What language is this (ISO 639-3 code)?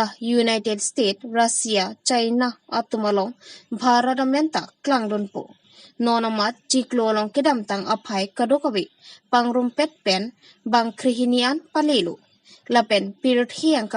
mjw